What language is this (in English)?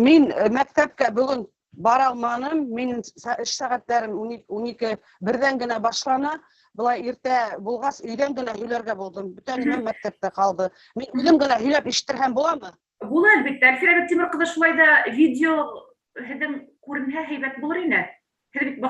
Bashkir